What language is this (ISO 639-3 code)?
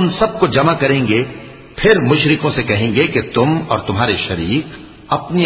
urd